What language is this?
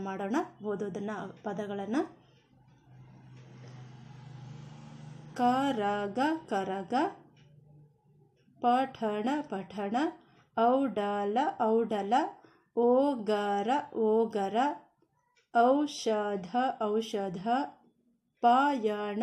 Kannada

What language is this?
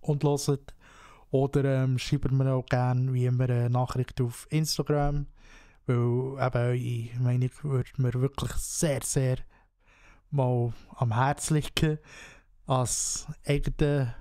Swiss German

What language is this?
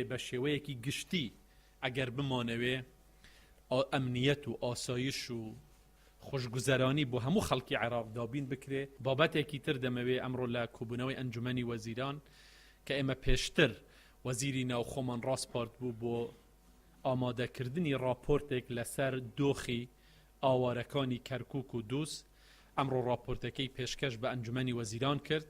Central Kurdish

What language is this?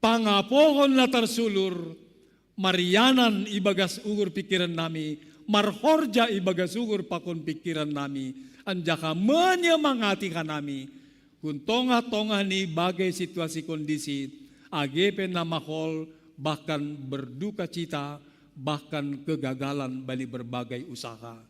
Batak Simalungun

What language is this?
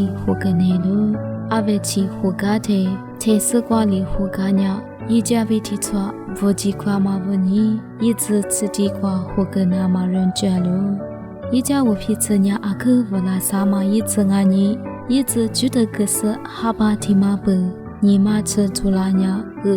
Lisu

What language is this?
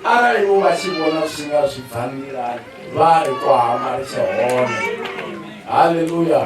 Venda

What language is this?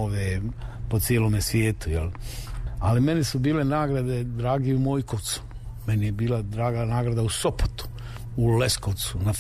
Serbian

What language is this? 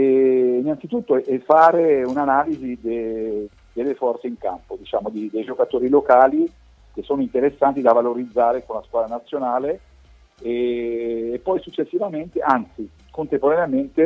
Italian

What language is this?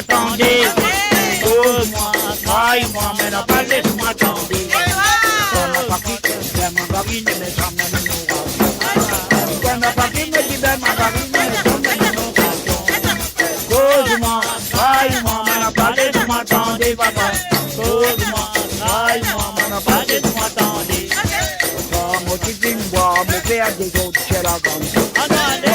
Morisyen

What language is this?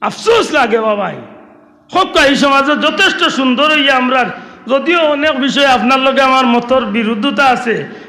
Sylheti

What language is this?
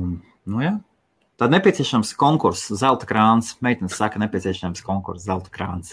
Latvian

